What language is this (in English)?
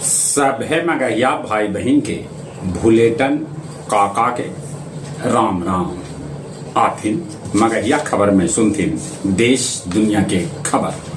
Magahi